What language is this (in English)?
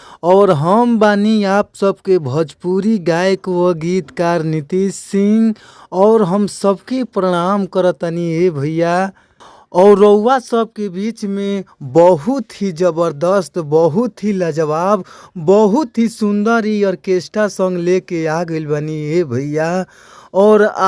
Bhojpuri